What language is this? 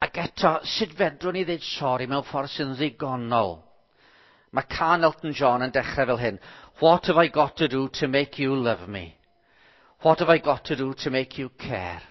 Welsh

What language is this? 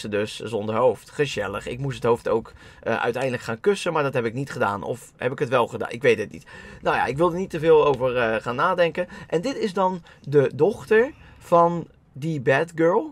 Dutch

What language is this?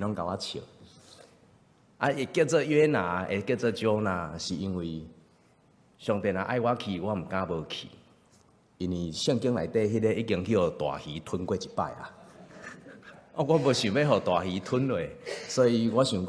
Min Nan Chinese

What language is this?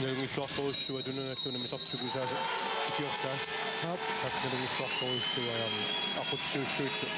Kalaallisut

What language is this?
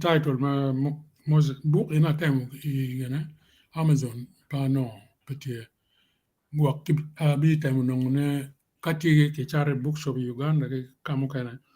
Acoli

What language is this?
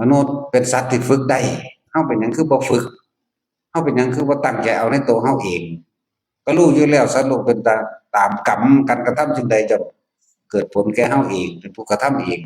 Northeastern Thai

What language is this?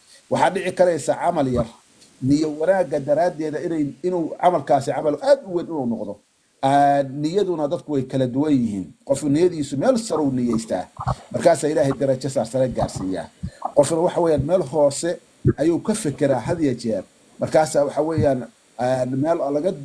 Somali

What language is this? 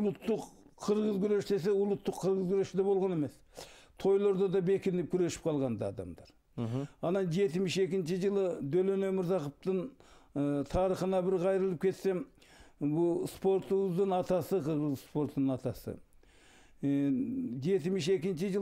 Kyrgyz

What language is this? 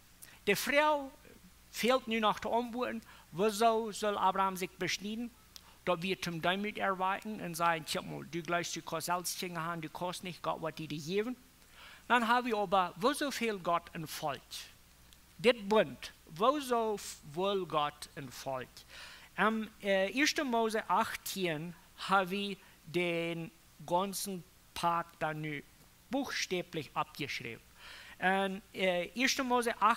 Plautdietsch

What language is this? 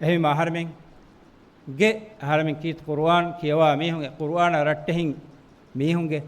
Divehi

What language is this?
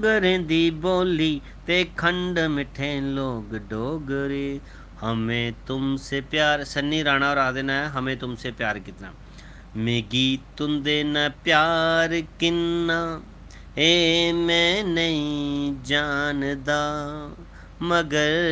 Dogri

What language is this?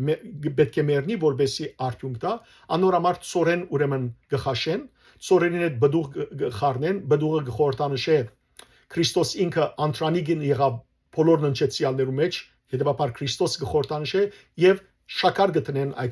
Western Armenian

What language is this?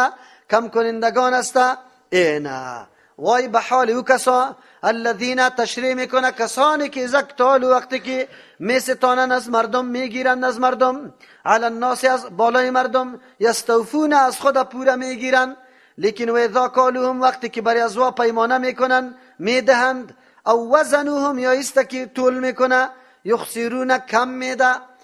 Persian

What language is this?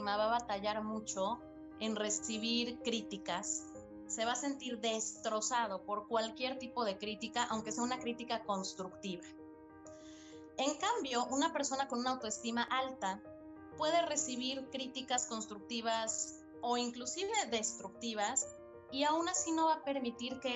Spanish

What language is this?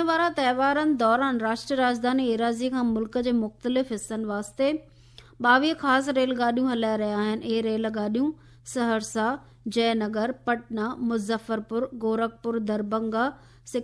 Sindhi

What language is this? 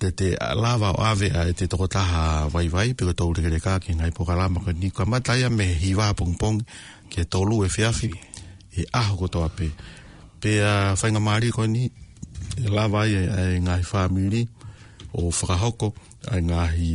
Tongan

